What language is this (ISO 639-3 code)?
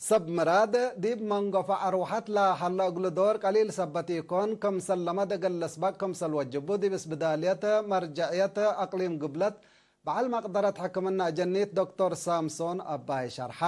tig